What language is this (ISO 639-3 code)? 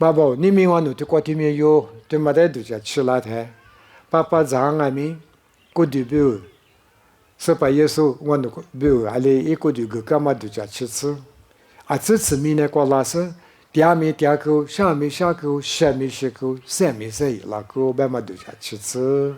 lis